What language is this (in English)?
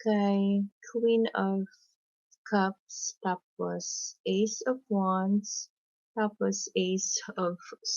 Cebuano